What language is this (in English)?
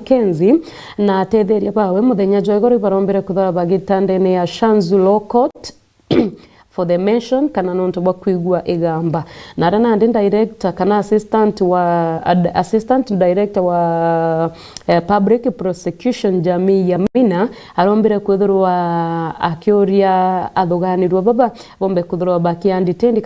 Meru